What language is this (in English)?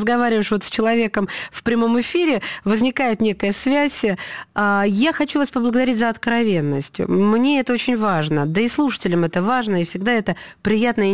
Russian